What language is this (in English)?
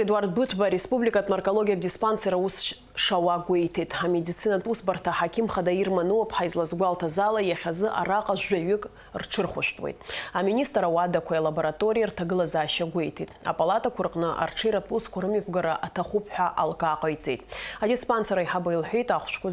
Abkhazian